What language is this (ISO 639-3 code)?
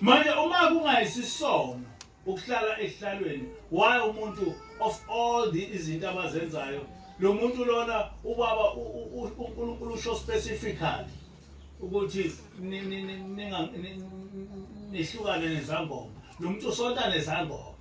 zul